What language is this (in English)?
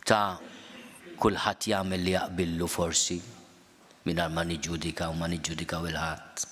Maltese